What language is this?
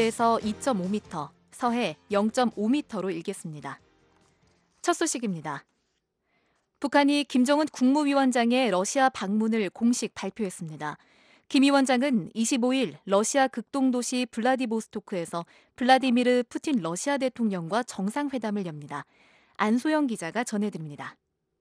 Korean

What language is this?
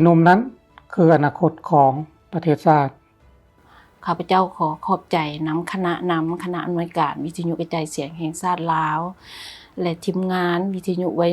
Lao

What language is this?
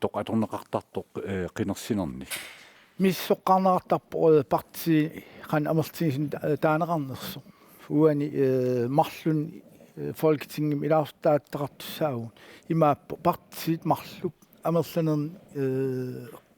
Kalaallisut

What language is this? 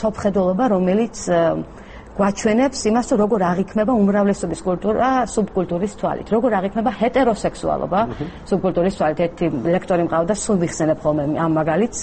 Georgian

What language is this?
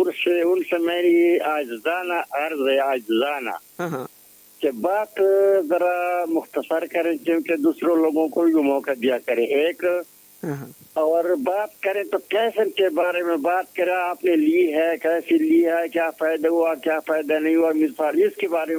Urdu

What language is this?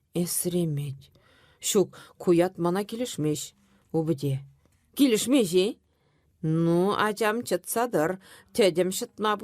Chuvash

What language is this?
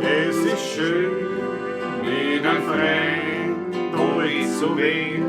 Bavarian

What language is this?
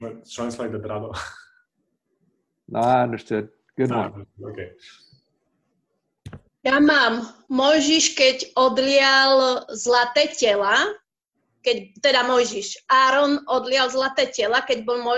Slovak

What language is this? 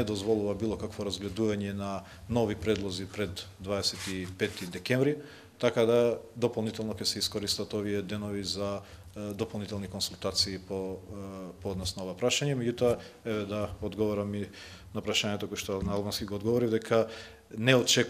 Macedonian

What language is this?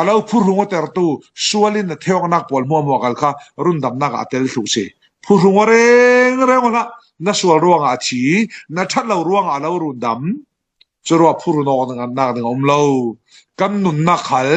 Falam Chin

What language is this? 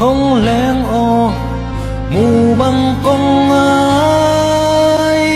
Tedim Chin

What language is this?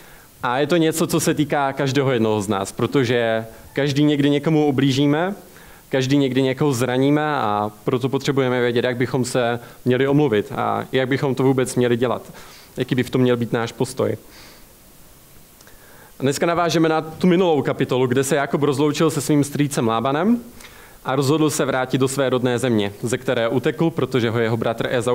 Czech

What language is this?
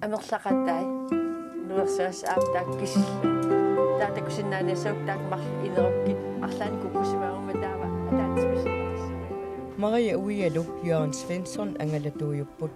Kalaallisut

